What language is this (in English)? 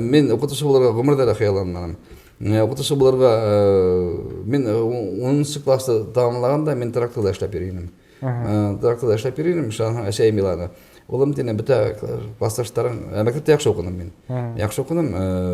Bashkir